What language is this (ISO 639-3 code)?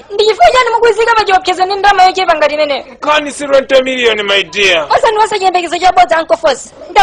nya